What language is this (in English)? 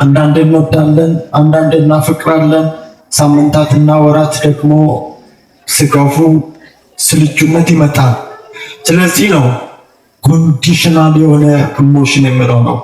Amharic